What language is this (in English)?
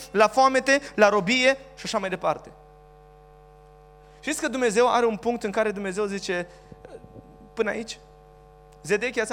Romanian